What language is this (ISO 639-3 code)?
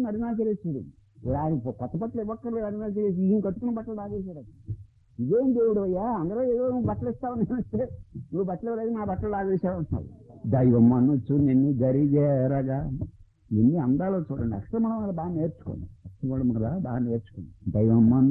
tel